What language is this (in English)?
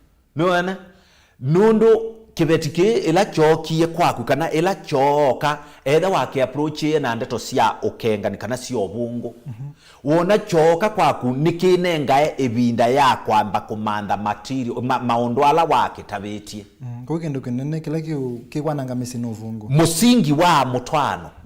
Kamba